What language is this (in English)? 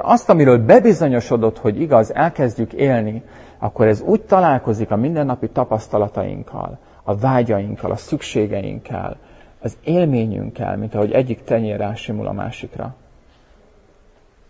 Hungarian